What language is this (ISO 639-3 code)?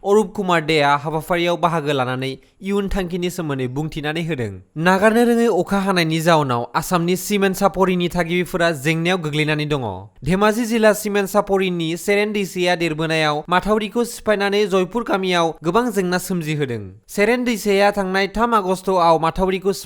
brx